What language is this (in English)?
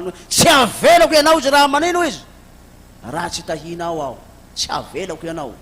Malagasy